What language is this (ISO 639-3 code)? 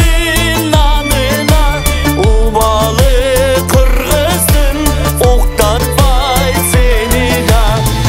kaz